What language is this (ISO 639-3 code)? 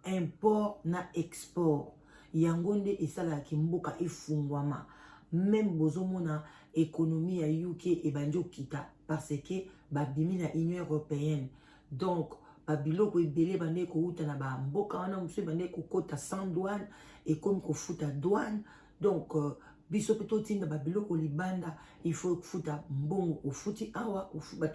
lin